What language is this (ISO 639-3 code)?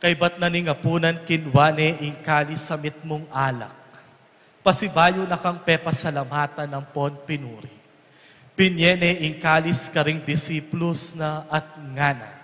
pam